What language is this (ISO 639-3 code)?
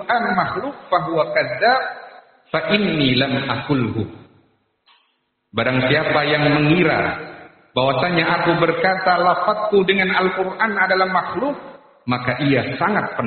ind